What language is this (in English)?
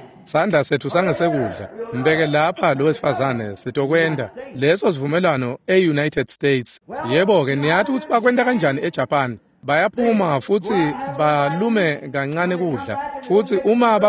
Swati